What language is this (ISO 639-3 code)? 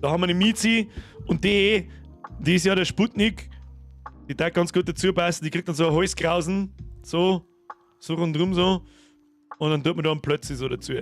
bar